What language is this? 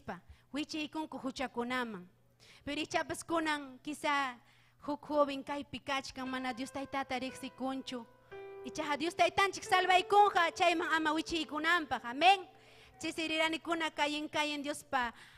Ayacucho Quechua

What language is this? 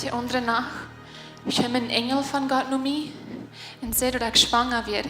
Plautdietsch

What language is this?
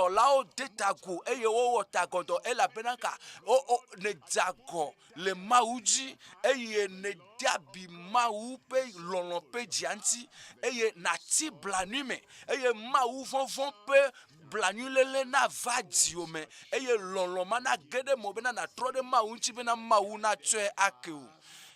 Ewe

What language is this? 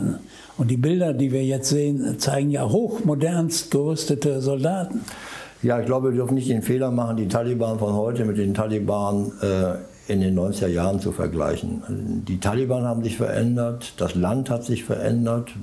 German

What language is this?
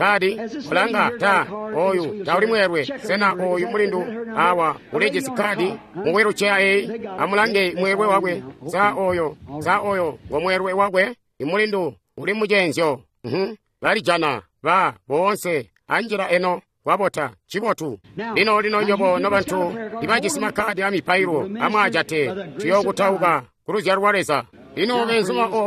Tonga (Zambia)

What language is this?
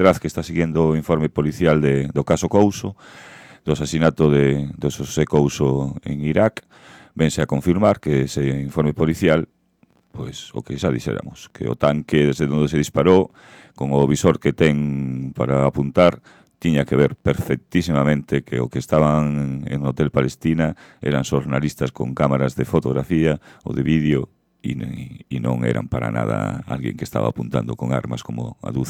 Galician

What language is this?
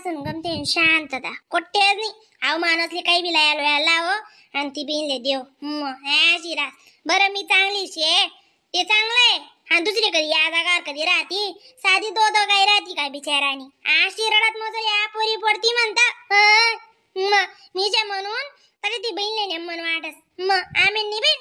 Khandesi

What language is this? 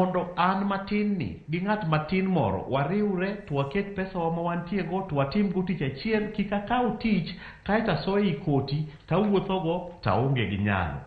Luo (Kenya and Tanzania)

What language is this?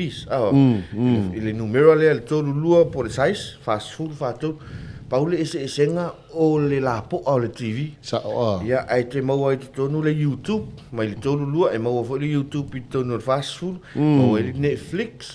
Samoan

